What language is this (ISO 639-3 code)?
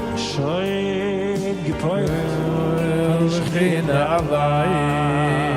yid